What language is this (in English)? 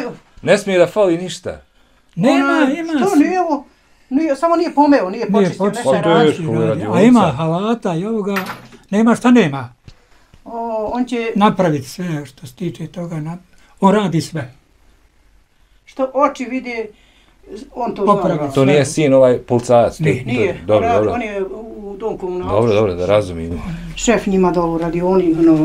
Bosnian